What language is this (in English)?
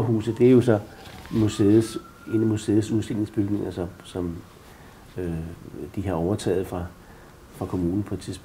Danish